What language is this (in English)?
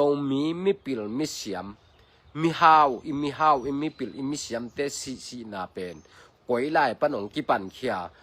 Tedim Chin